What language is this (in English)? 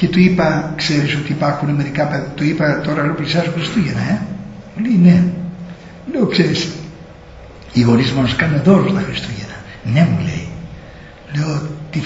Greek